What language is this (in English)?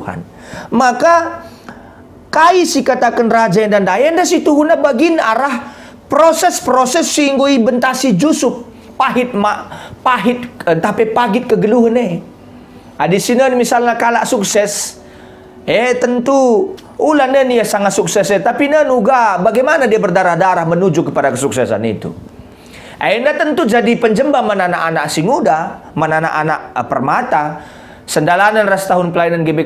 Batak Karo